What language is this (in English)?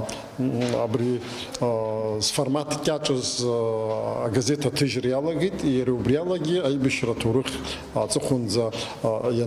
Abkhazian